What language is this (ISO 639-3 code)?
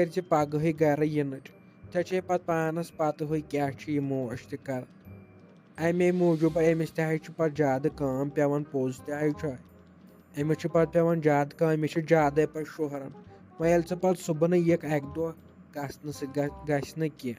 kas